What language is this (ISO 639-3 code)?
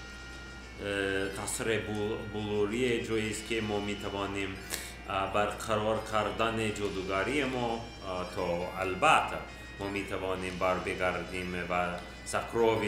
fas